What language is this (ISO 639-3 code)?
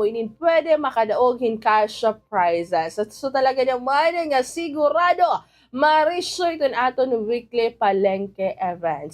war